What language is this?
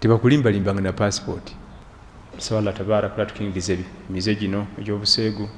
Ganda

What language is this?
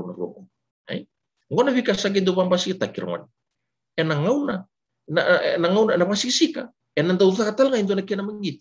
Fijian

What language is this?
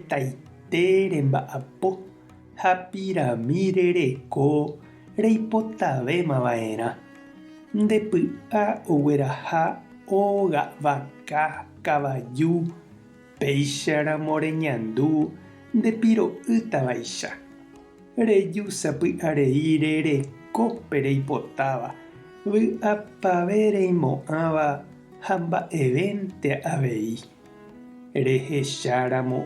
Guarani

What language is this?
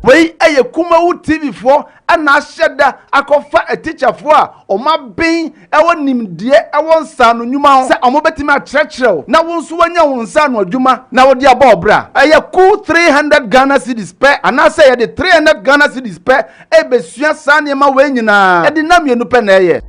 Akan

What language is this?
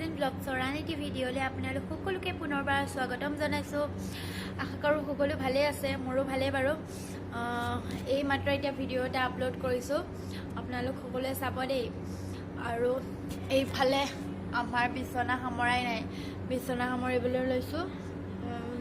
Assamese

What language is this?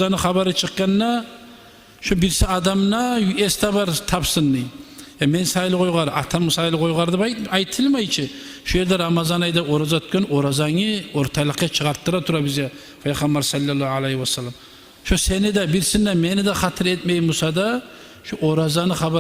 Kumyk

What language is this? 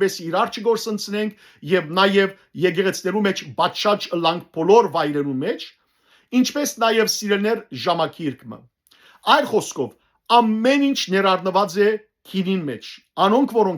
Western Armenian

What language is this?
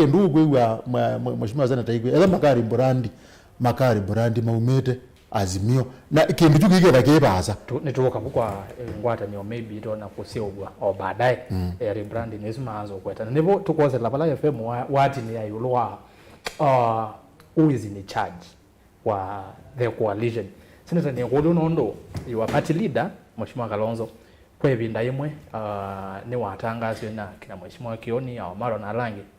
Kamba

